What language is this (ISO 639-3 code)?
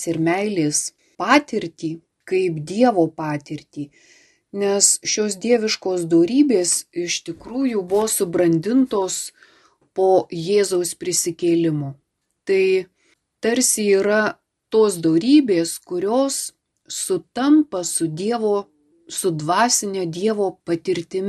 lit